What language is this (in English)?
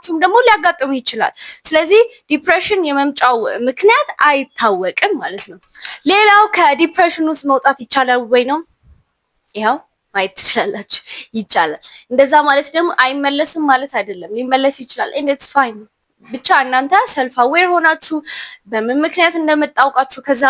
Amharic